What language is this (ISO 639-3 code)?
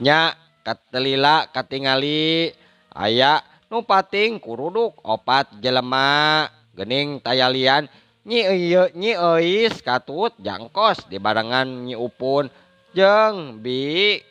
sun